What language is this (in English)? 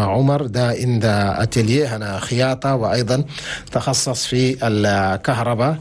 Chadian Arabic